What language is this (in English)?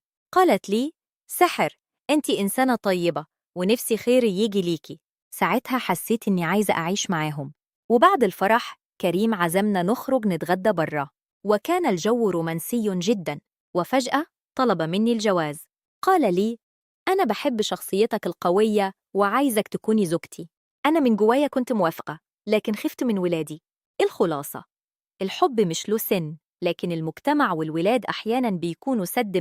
Egyptian Arabic